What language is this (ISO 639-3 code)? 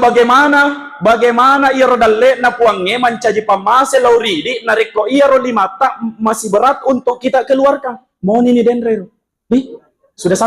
bug